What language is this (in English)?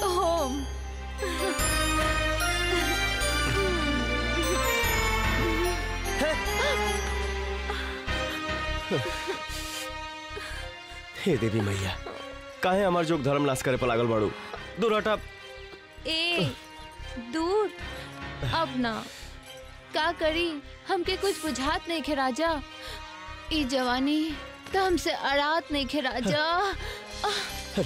Bhojpuri